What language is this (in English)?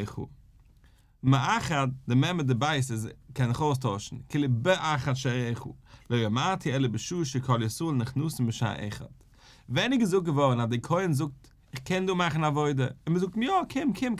Yiddish